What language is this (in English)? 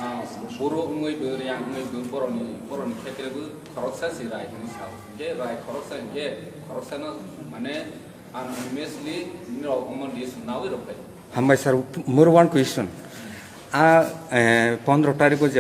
Kok Borok